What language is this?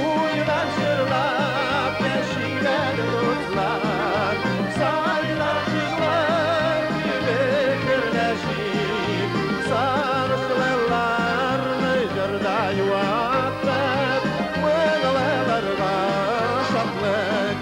Tatar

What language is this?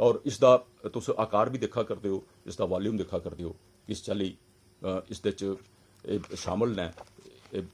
Dogri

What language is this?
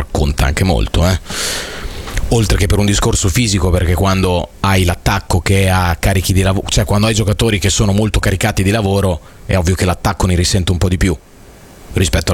Italian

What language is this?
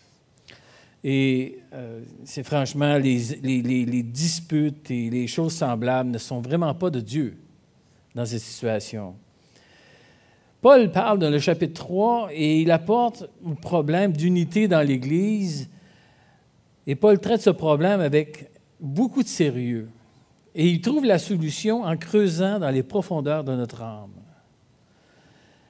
French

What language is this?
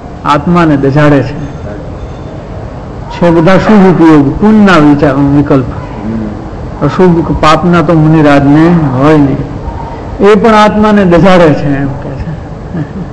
Gujarati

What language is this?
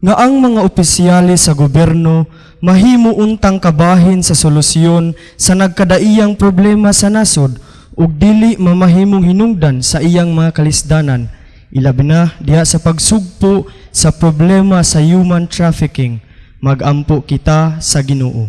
Cebuano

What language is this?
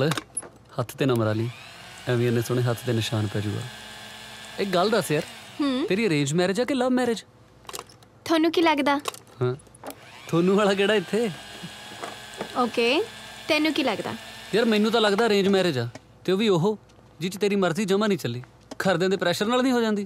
Punjabi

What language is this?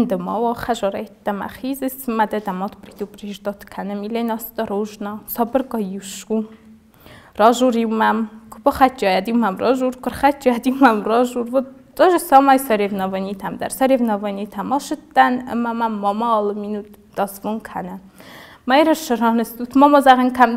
Ossetic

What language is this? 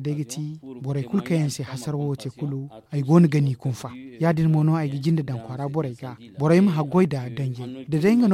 Zarma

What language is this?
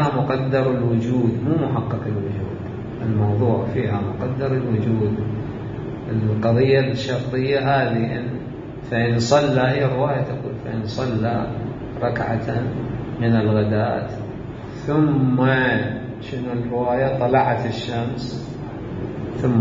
Mesopotamian Arabic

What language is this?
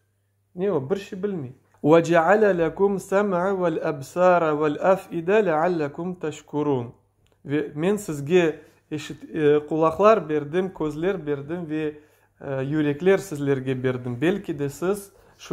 Crimean Tatar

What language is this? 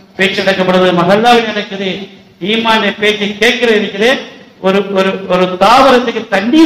Tamil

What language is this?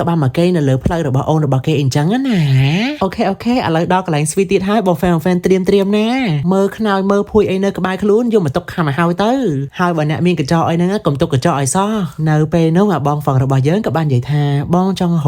Khmer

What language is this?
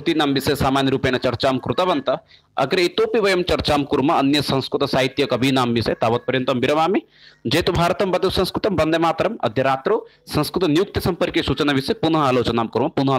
Sanskrit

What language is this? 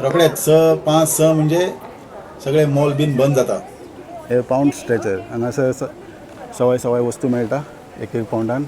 Konkani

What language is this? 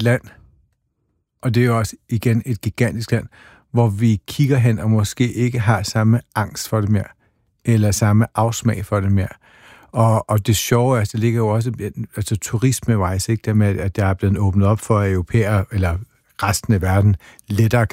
Danish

